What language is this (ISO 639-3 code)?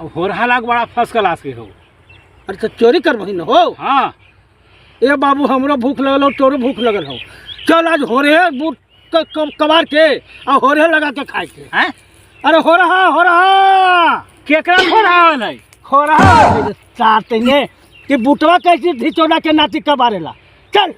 mag